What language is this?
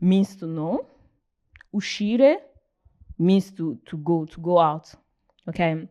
Nigerian Pidgin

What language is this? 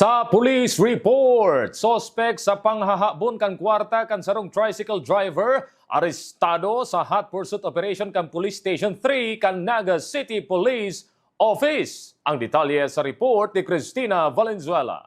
Bikol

